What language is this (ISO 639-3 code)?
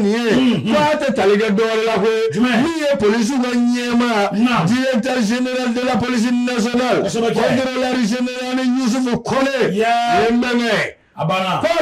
bam